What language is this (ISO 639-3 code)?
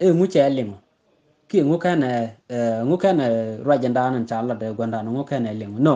nus